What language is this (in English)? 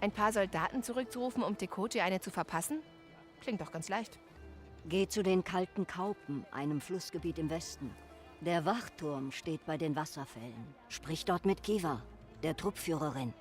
Bavarian